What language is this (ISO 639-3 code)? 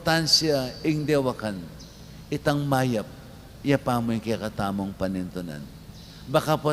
pam